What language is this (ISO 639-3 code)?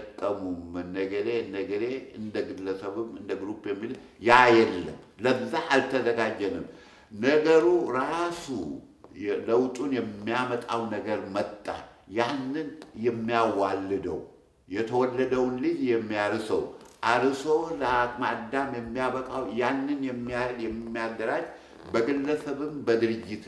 amh